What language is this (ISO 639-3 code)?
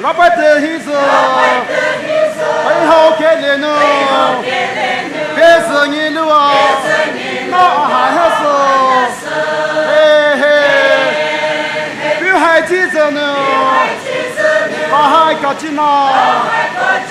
pmx